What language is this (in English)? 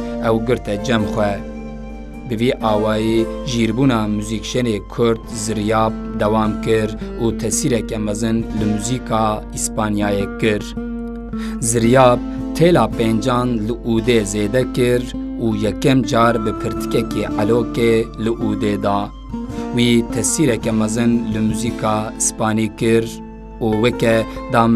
Kurdish